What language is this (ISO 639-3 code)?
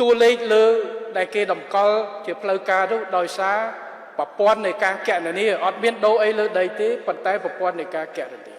khm